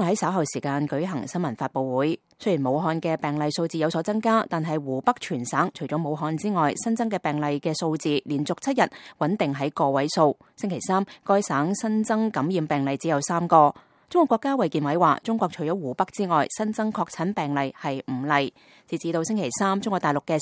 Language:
Cantonese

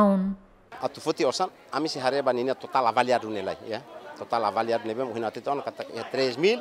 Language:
Tetum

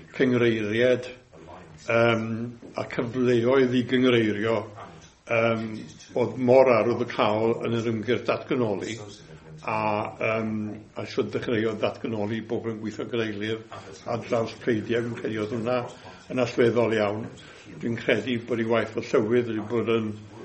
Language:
Welsh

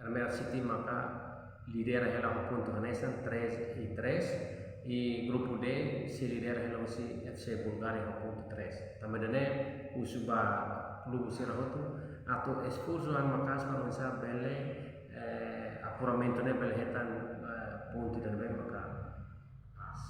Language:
Tetum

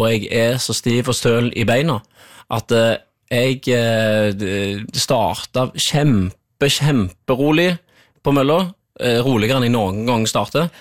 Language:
Norwegian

